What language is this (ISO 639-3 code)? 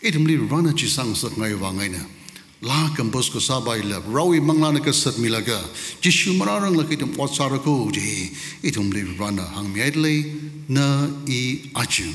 nmf